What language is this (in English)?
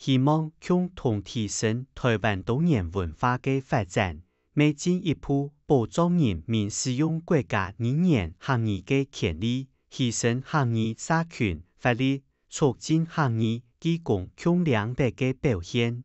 Hakka Chinese